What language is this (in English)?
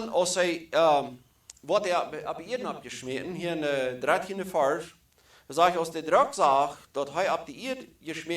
Plautdietsch